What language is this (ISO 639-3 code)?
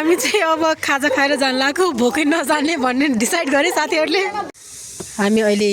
nep